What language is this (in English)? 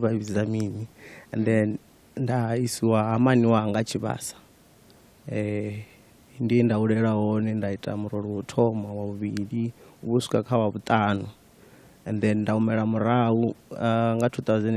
Venda